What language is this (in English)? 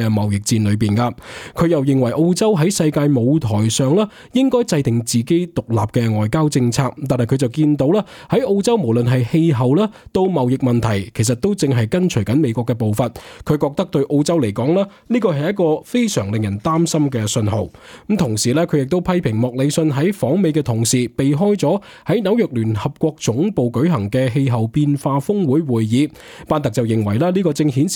Cantonese